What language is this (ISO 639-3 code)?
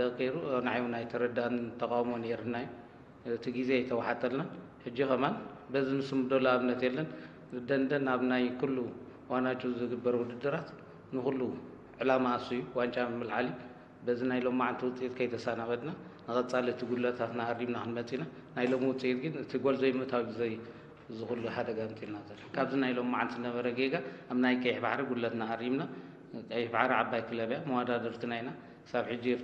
tir